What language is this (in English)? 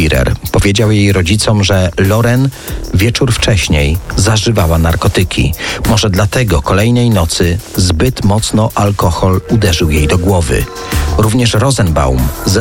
Polish